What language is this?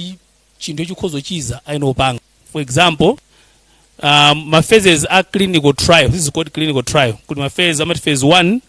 Nyanja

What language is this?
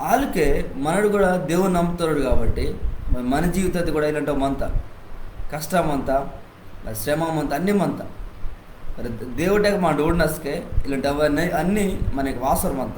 Koya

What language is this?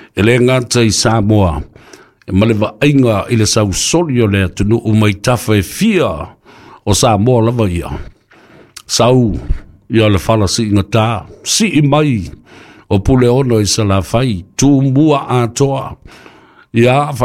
Samoan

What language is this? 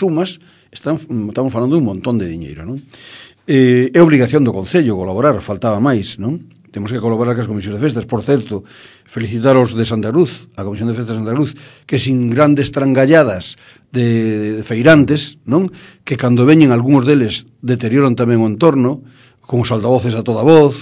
Galician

